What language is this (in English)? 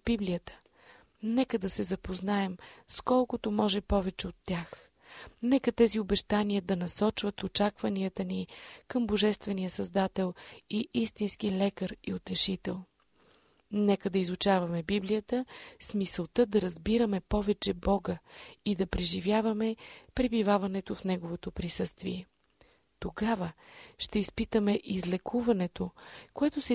Bulgarian